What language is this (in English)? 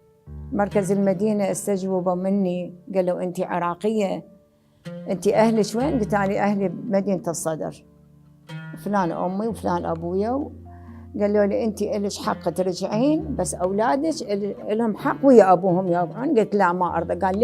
Mesopotamian Arabic